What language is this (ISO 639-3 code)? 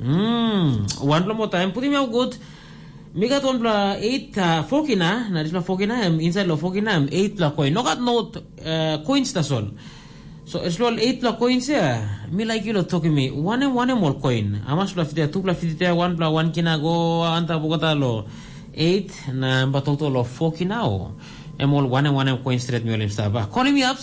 tpi